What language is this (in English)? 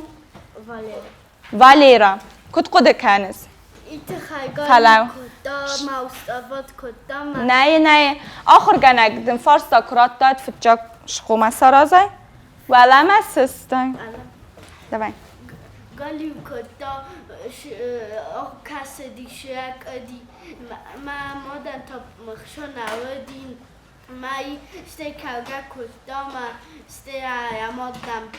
Ossetic